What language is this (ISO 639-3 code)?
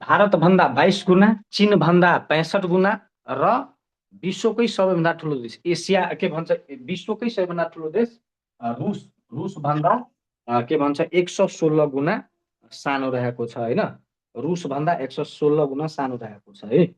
nep